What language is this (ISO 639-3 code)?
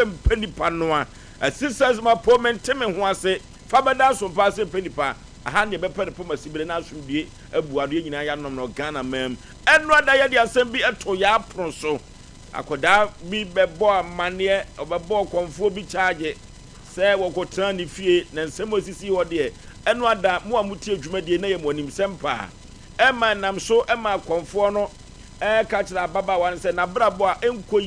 aka